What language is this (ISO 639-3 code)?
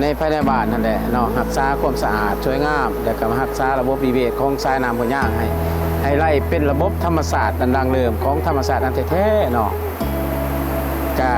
lao